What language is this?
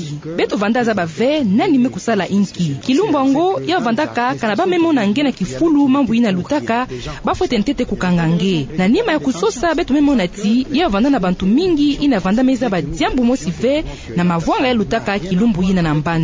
Kituba (Democratic Republic of Congo)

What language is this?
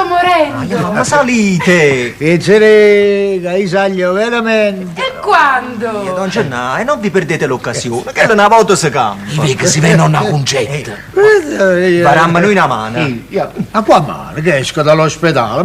Neapolitan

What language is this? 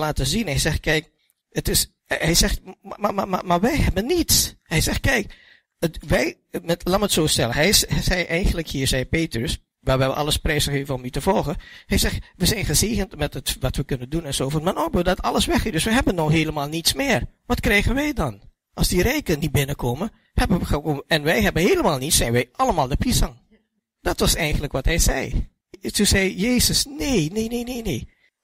Dutch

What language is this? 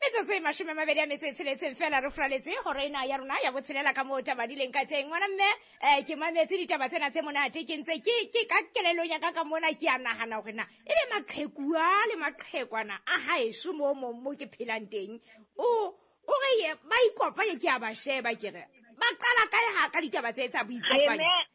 Southern Sotho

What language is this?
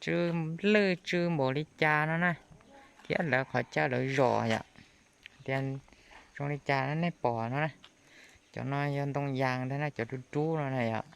Hmong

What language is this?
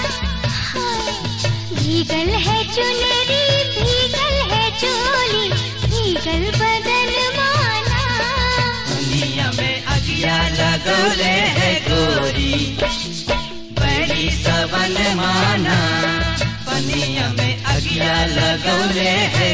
Bhojpuri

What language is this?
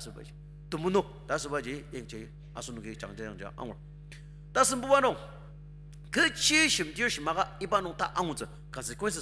Ao Naga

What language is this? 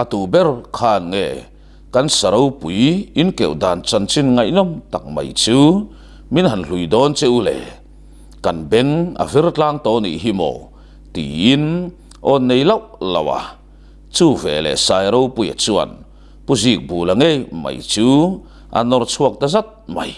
Mizo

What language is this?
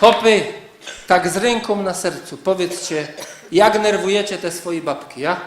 Silesian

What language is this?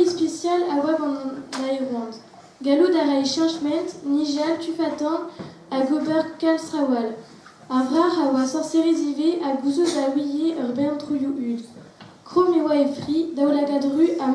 Breton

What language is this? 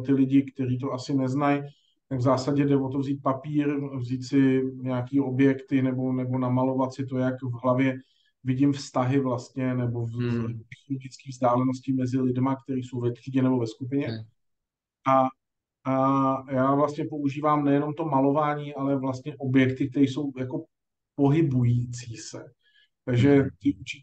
Czech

